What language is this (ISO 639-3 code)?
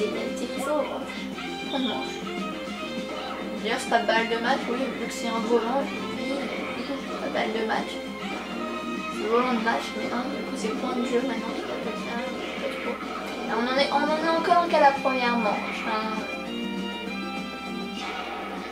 fra